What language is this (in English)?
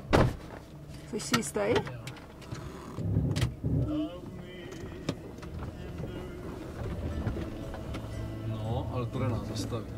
Czech